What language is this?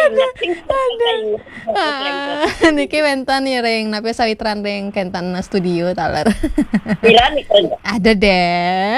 Balinese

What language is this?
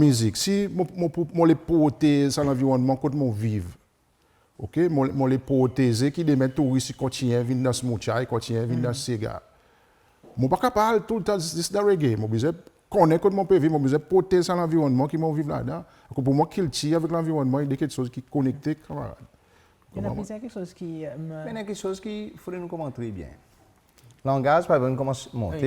Seselwa Creole French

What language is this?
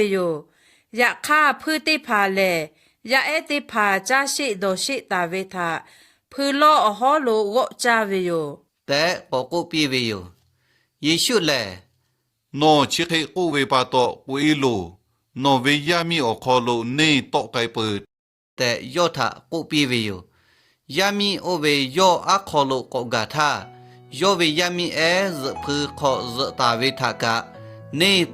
Lahu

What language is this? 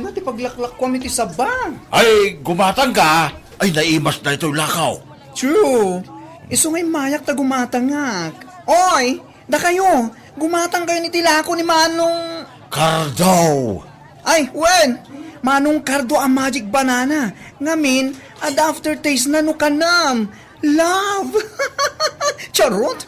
Iloko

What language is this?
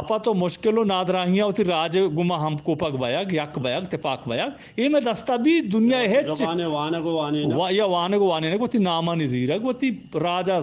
Eastern Balochi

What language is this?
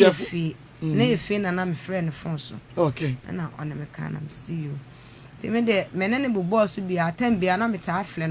Akan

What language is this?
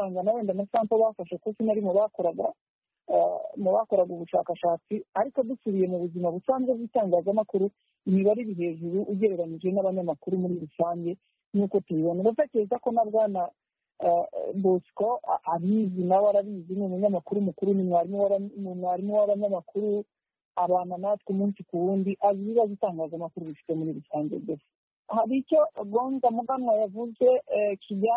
Kinyarwanda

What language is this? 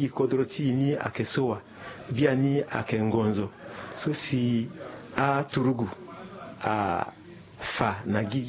Sango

